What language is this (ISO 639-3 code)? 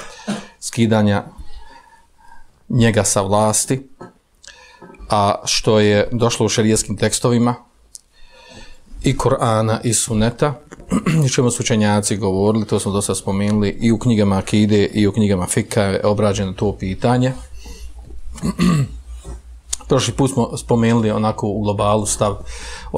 bos